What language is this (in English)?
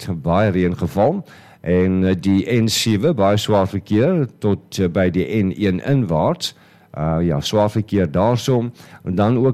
Afrikaans